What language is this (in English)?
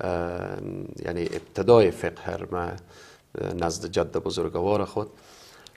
Persian